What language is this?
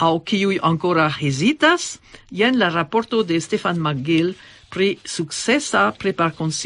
Esperanto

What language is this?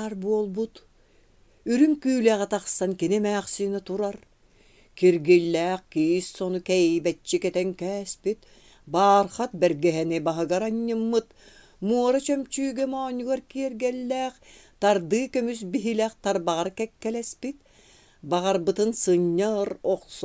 Yakut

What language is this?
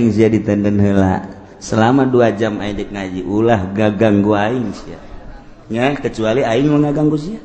Sundanese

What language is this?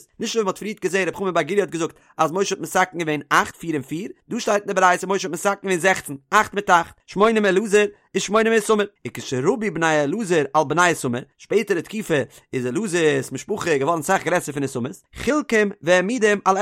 Yiddish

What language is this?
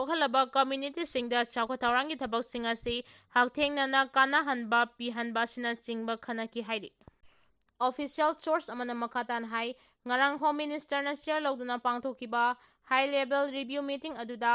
Manipuri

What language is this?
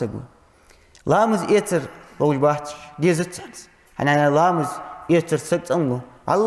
Ingush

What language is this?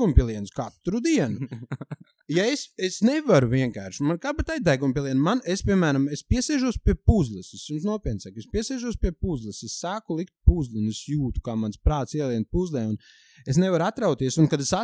Latvian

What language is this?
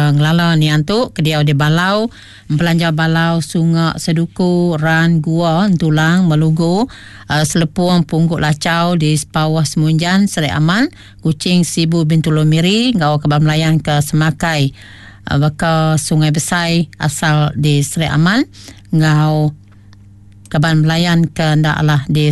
Iban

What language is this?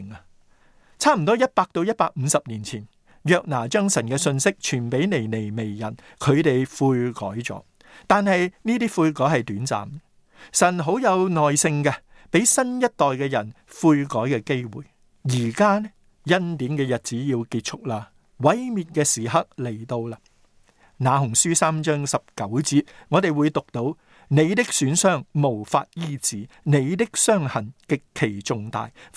Cantonese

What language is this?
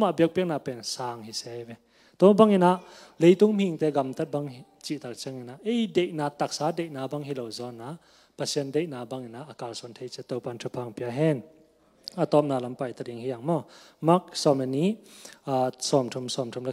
Tedim Chin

